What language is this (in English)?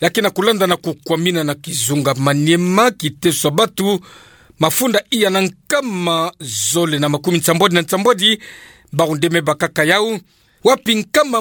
Kituba (Democratic Republic of Congo)